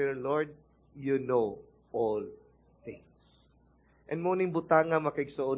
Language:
Cebuano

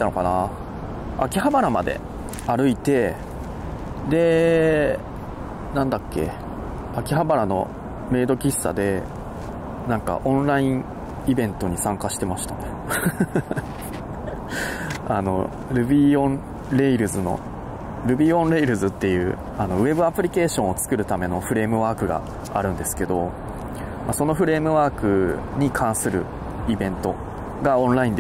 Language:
Japanese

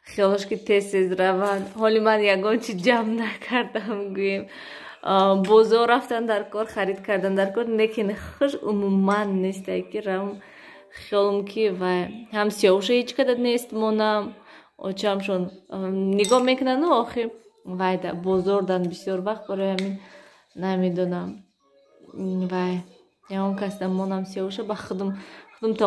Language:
Tajik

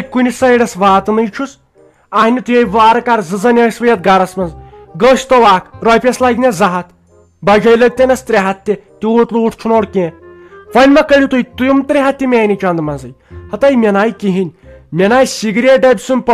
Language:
Kashmiri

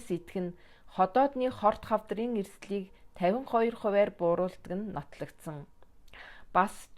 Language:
Mongolian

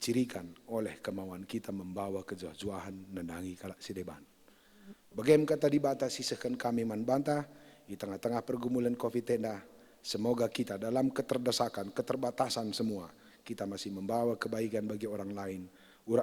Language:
Batak Karo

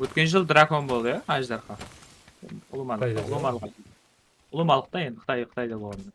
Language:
Kara-Kalpak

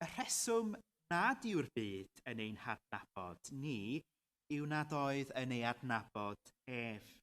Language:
Welsh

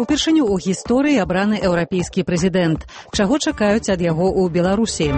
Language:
Belarusian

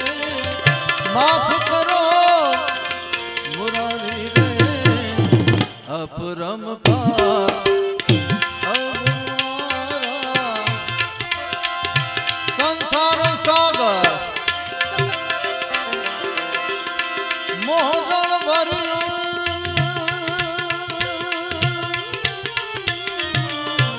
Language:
Gujarati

